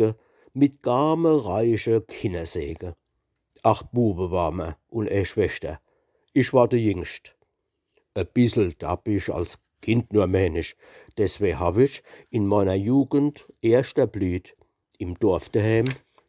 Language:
Palatine German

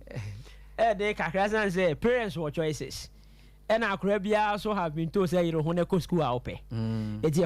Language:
Akan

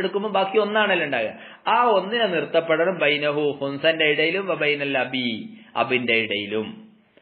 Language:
Malayalam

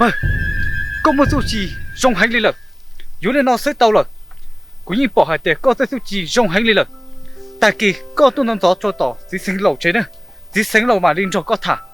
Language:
Hmong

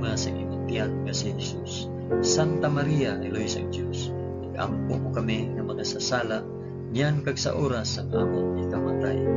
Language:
Hiligaynon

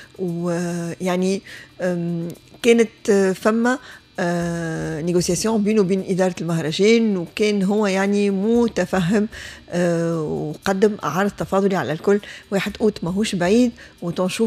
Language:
Tunisian Arabic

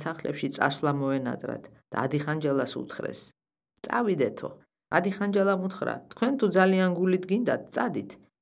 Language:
Georgian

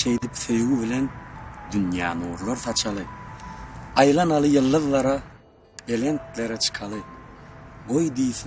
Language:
Turkmen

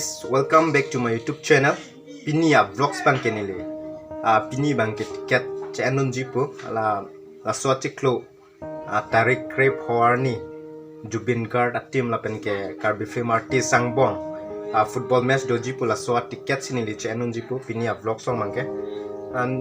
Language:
Karbi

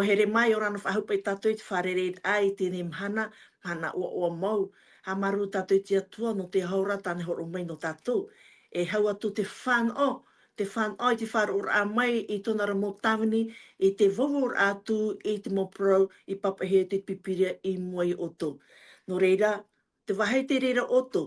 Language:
Tahitian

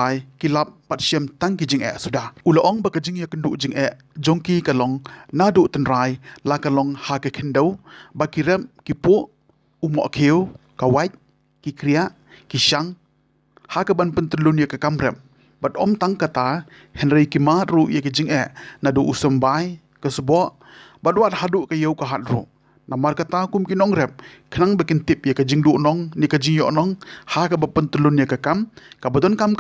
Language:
Khasi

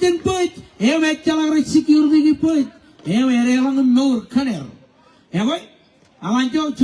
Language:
Marshallese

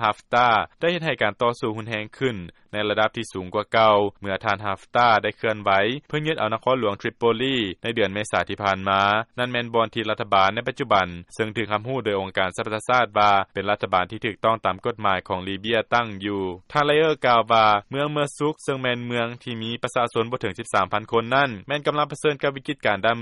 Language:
Lao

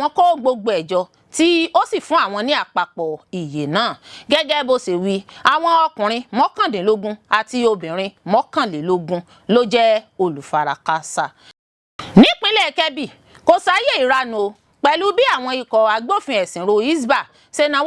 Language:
Yoruba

